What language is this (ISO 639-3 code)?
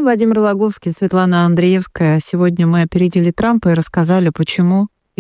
rus